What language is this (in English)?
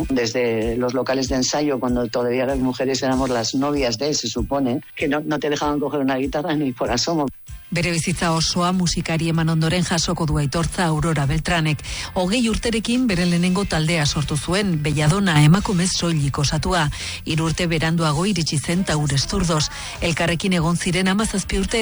Basque